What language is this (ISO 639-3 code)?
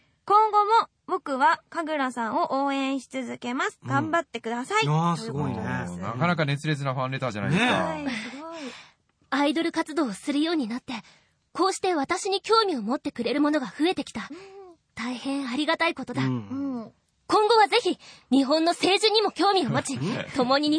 jpn